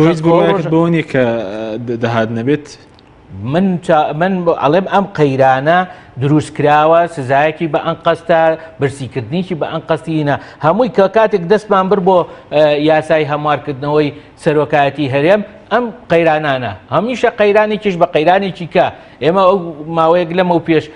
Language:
Central Kurdish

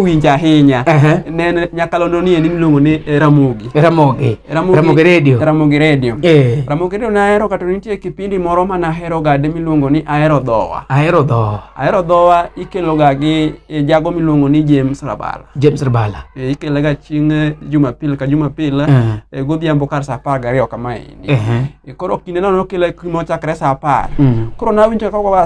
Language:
Luo (Kenya and Tanzania)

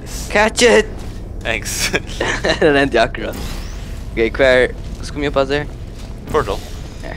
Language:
Faroese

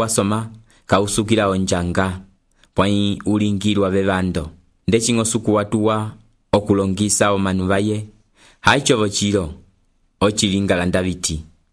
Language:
Umbundu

